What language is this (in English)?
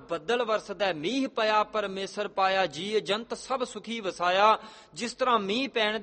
Punjabi